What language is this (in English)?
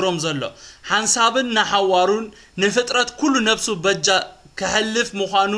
Tigrinya